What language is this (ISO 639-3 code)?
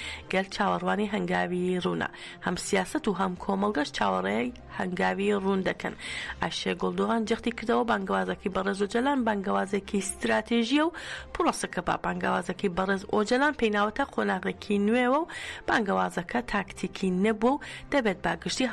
ckb